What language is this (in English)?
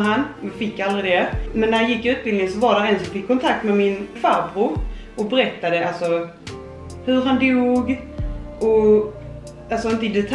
Swedish